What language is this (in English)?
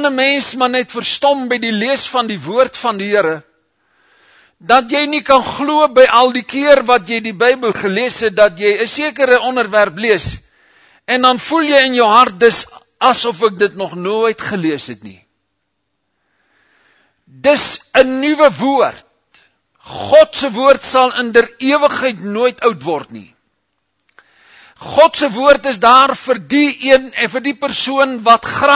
Afrikaans